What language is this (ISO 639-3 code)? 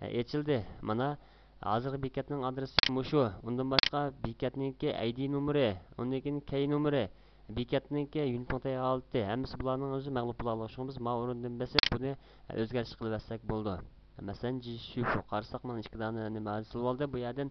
uig